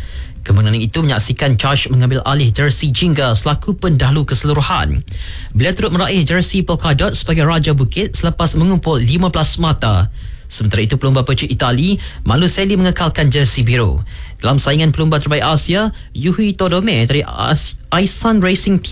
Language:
Malay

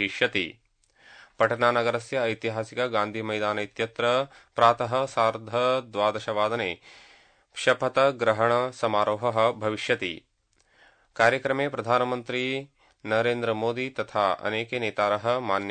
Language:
Sanskrit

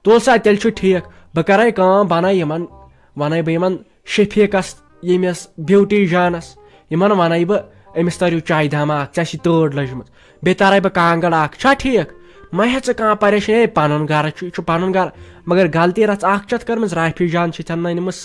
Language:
Kashmiri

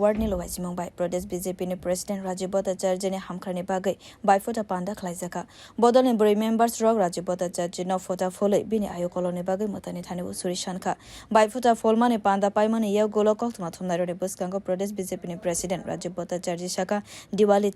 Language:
Kok Borok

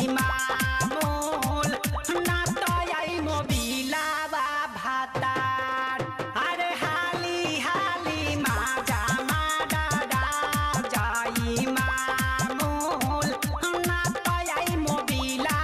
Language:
Bhojpuri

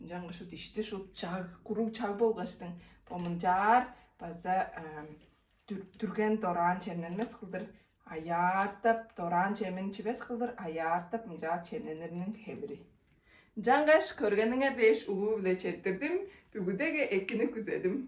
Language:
Tuvinian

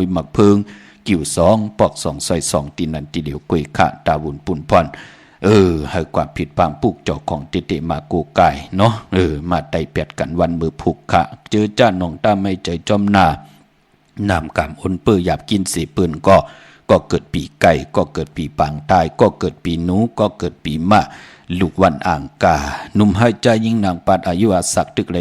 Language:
Shan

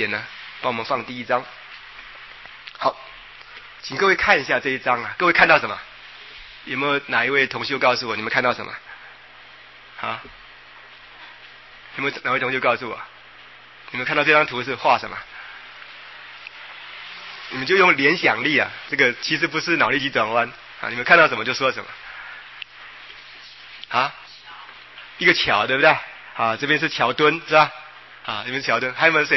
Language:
Chinese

